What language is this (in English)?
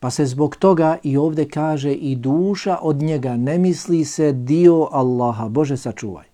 Bosnian